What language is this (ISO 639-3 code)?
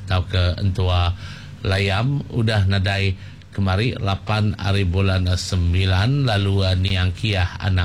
iba